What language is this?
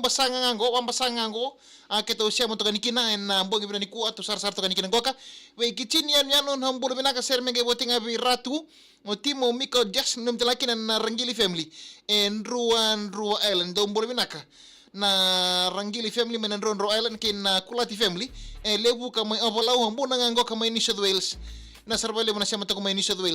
Fijian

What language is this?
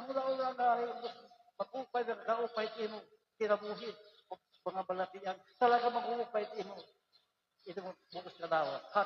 Waray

